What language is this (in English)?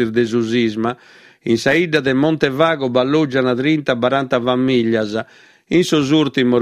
Sardinian